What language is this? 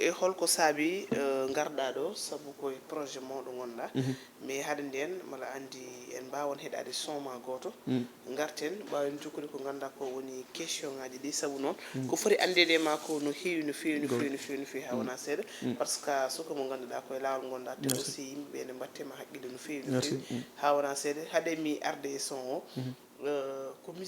Fula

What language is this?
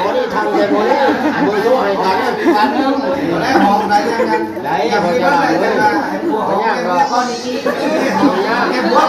Northeastern Thai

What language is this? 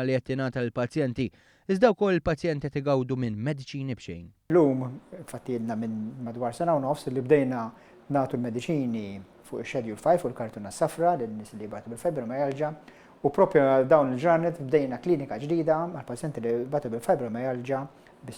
Maltese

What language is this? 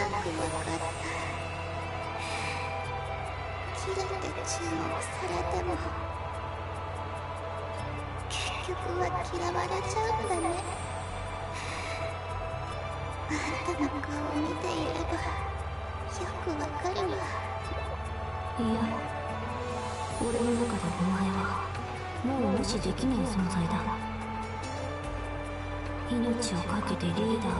Japanese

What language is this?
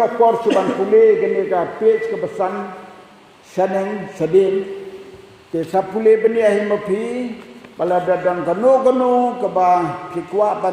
Khasi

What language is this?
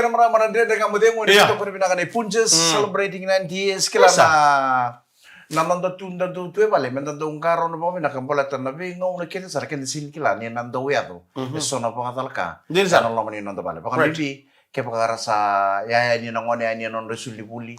Fijian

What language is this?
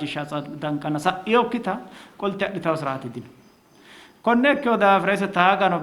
Sidamo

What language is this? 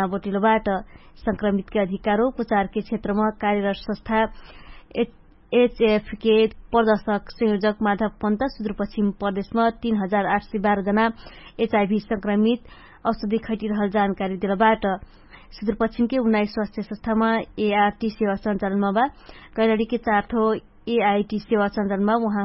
Dangaura Tharu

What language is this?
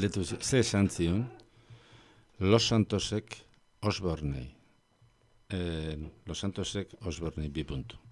Basque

